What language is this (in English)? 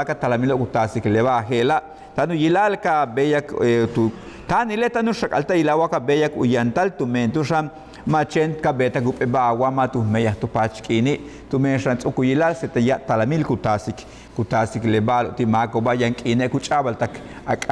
Yucateco